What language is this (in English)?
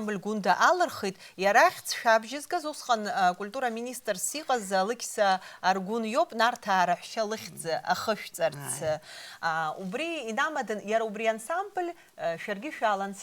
Abkhazian